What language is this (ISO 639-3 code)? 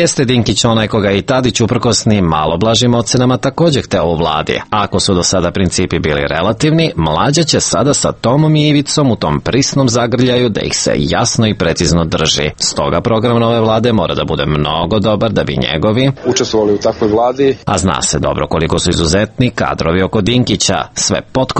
srp